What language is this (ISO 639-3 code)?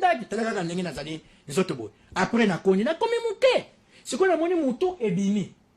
lin